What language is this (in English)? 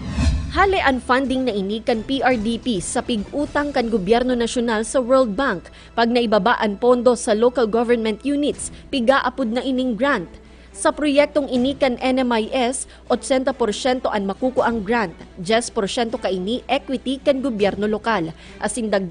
Bikol